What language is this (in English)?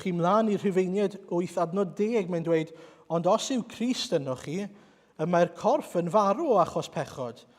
Welsh